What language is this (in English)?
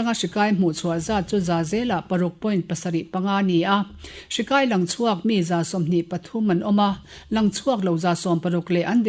Mizo